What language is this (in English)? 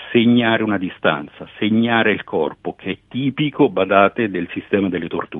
Italian